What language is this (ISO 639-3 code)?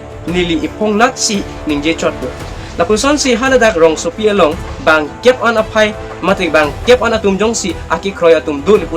mjw